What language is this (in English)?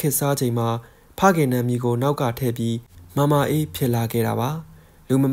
Burmese